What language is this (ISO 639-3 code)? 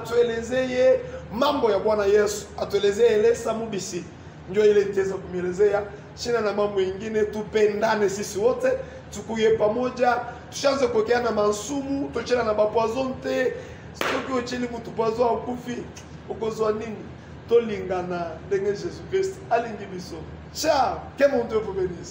lin